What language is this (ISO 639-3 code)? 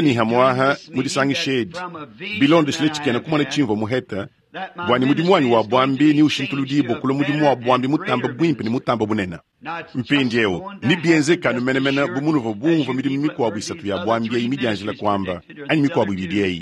lua